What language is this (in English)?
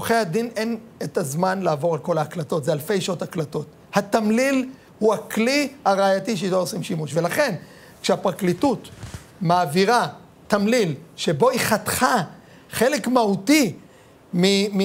Hebrew